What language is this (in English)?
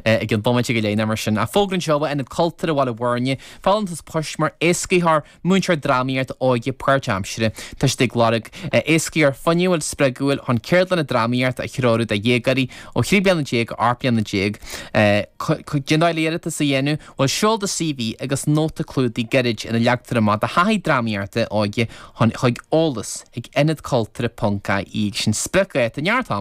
Irish